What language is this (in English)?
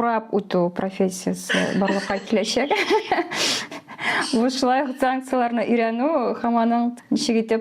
Tatar